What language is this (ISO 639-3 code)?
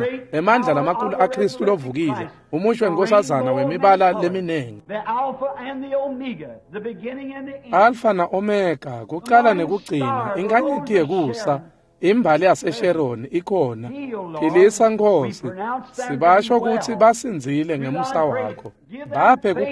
ssw